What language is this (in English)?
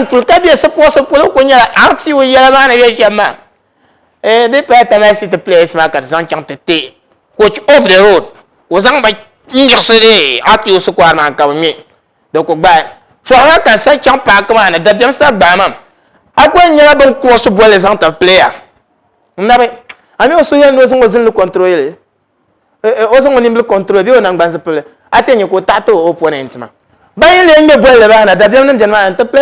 Dagbani